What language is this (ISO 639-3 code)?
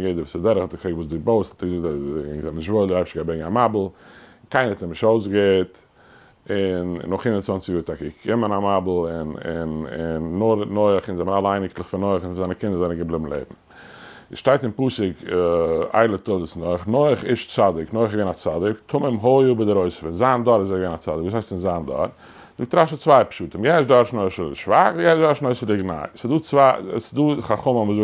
yid